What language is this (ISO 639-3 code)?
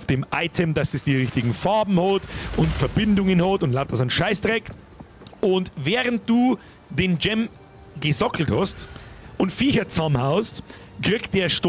bar